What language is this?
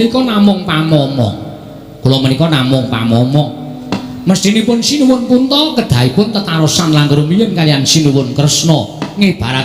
Javanese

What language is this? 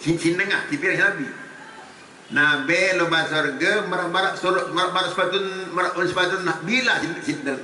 Sasak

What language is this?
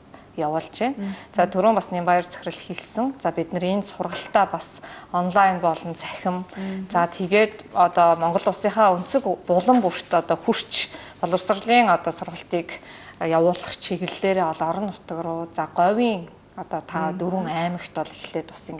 Mongolian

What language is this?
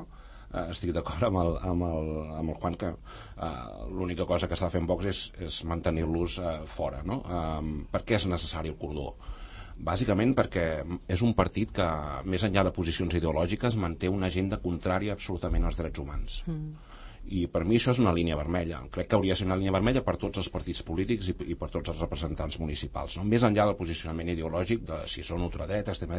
Catalan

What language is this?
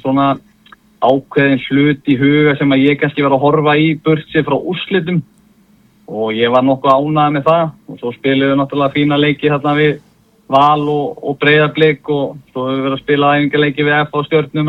Icelandic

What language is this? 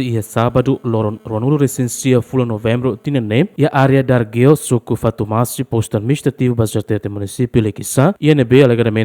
Tetum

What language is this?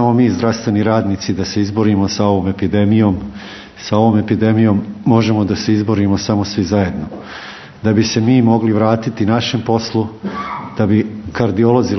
Serbian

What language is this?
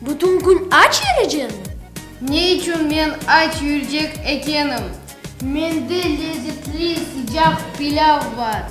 Crimean Tatar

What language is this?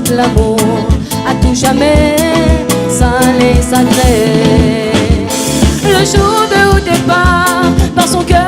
Réunion Creole French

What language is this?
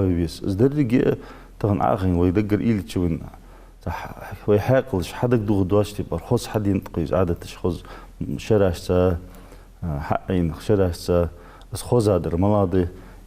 Ingush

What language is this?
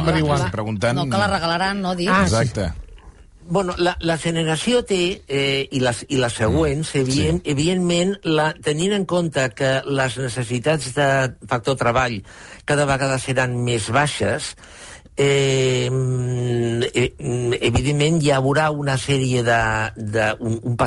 Catalan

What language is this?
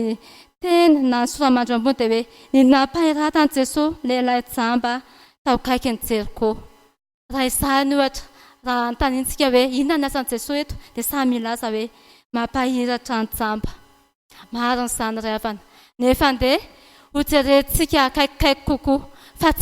Malagasy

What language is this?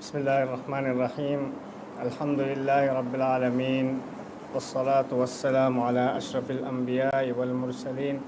Divehi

